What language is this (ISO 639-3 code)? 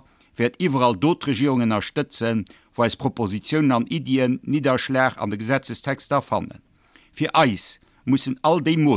ltz